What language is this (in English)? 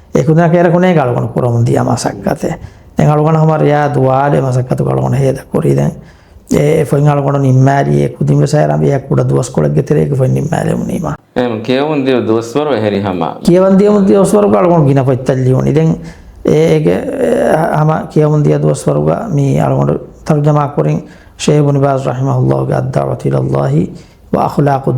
Divehi